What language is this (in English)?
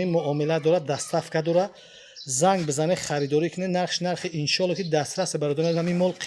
Tajik